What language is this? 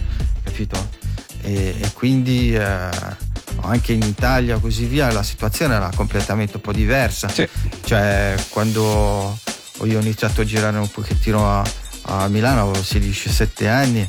Italian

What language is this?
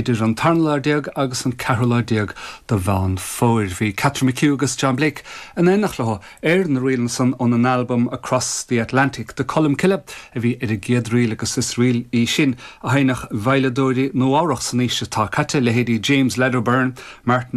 Irish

